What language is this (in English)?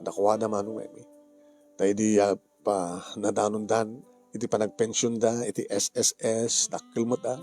Iloko